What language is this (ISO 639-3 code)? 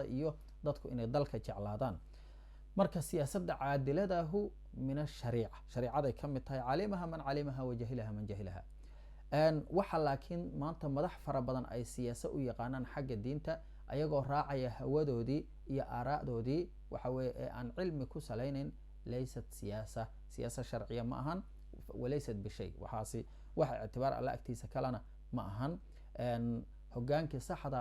som